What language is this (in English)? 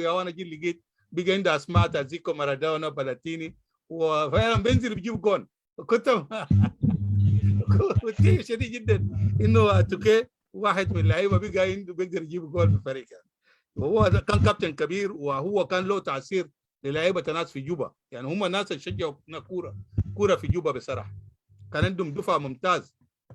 Sudanese Arabic